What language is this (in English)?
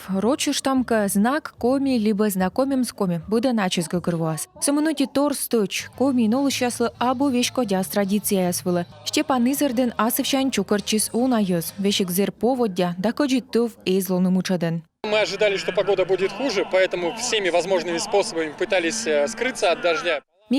Komi